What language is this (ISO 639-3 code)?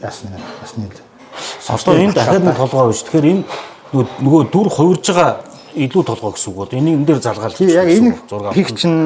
mon